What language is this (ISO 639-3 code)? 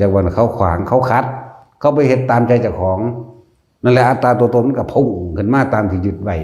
lao